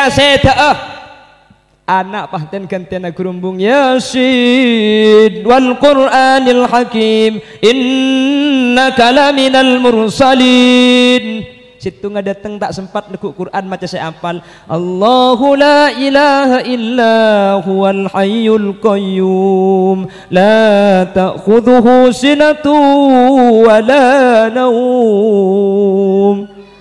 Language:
Madurese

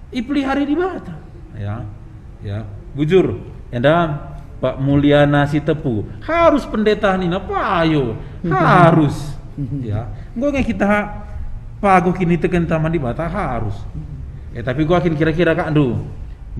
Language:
Batak Karo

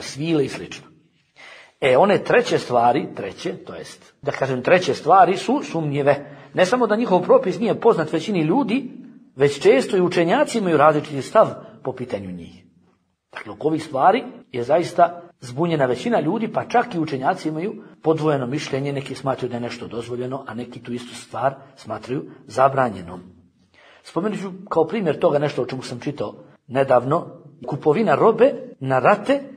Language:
Bosnian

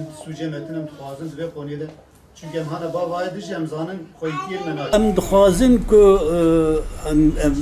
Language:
Kurdish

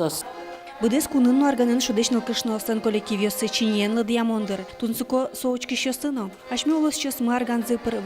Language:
Udmurt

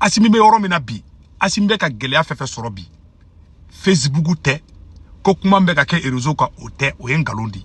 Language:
Bambara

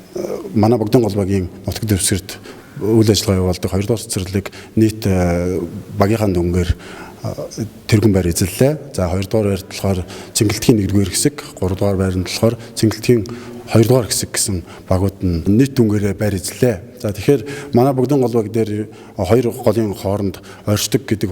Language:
Mongolian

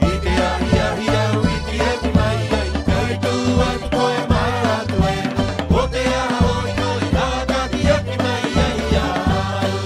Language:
Rapanui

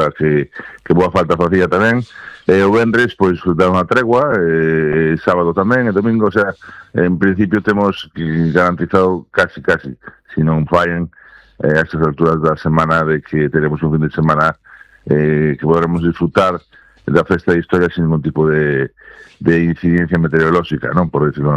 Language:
Galician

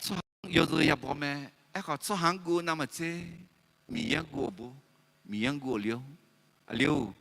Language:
Akha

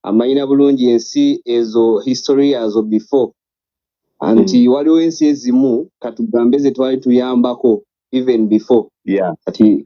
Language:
Ganda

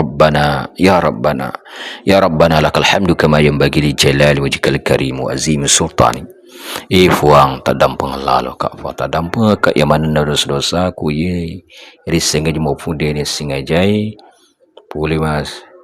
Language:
Buginese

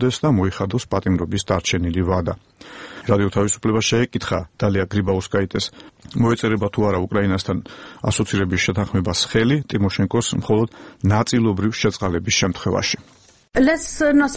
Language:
Georgian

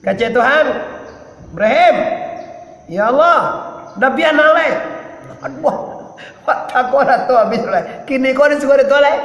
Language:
Minangkabau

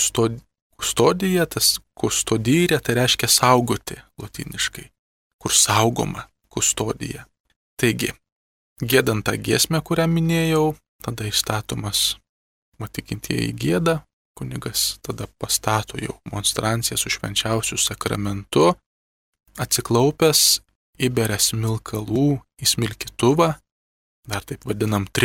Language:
Lithuanian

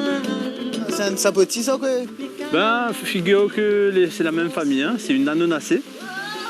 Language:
Réunion Creole French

